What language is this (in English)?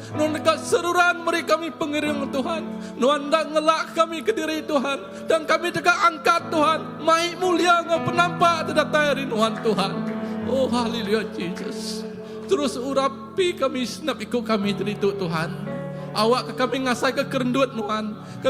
Iban